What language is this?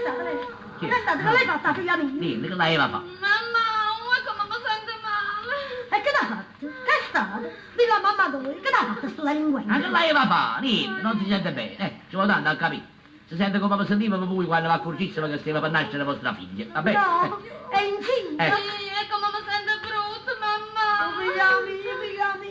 Neapolitan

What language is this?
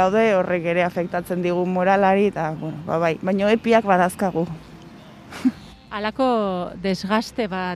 Basque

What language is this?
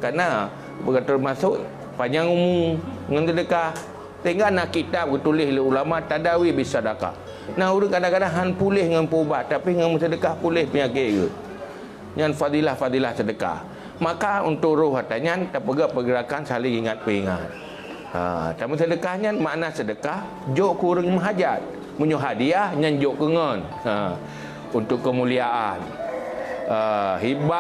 Achinese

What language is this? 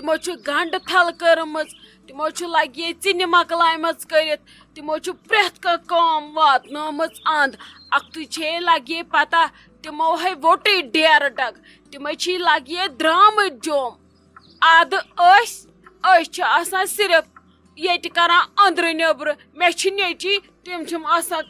Kashmiri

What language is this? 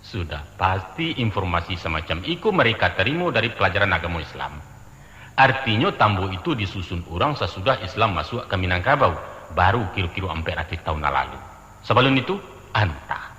Minangkabau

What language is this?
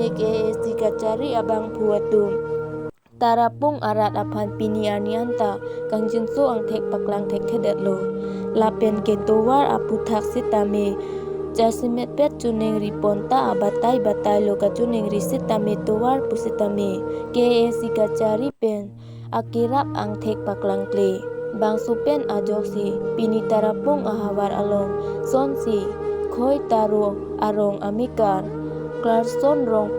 Karbi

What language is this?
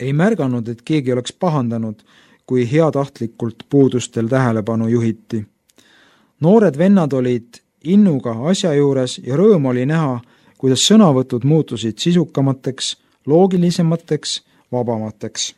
Estonian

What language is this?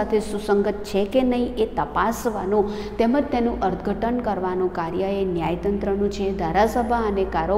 Gujarati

